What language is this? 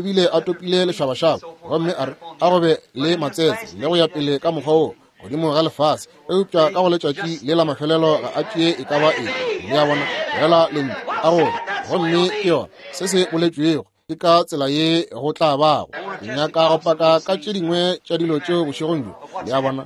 Northern Sotho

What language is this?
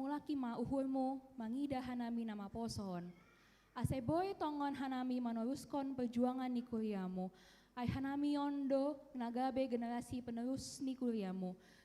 Batak Simalungun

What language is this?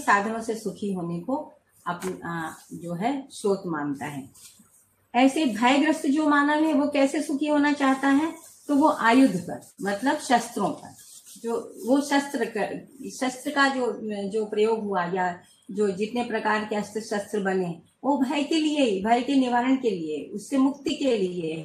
Hindi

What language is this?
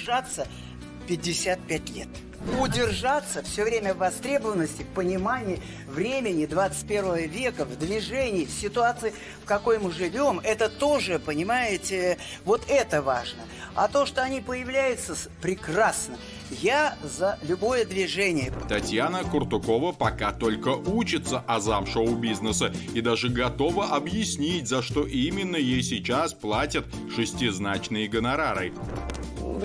Russian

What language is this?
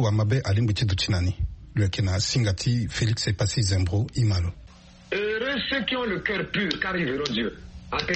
Sango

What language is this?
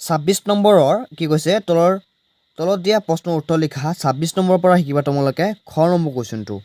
Assamese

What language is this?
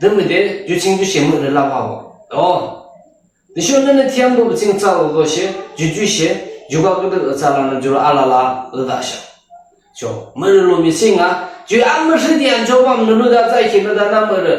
Yimchungru Naga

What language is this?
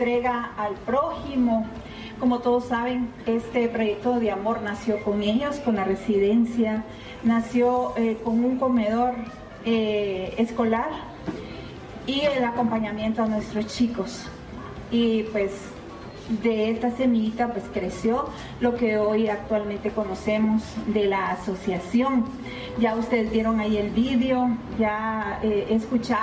Spanish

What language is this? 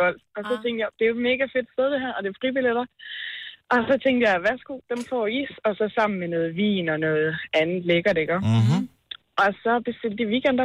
Danish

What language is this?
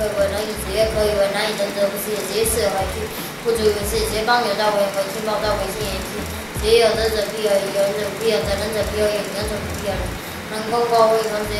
Literary Chinese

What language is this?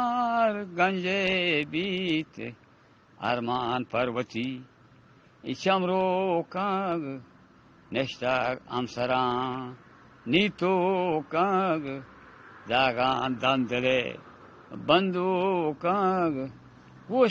Eastern Balochi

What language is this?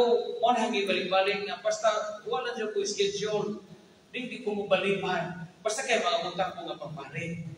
Cebuano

